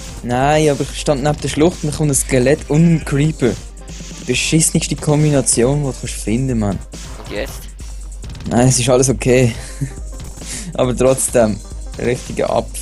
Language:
Swiss German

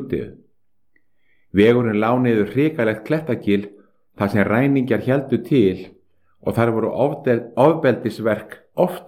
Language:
Icelandic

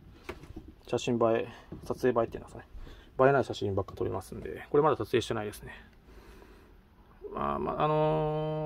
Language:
Japanese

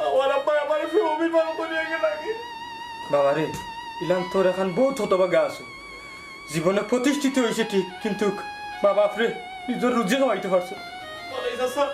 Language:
Sylheti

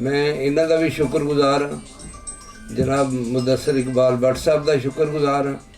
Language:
Western Panjabi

